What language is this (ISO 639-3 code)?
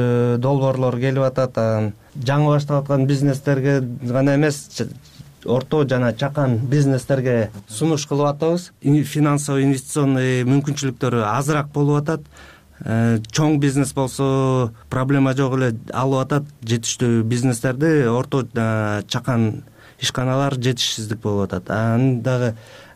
kir